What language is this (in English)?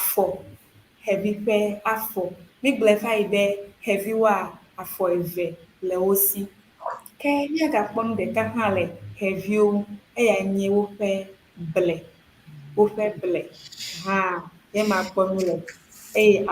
Ewe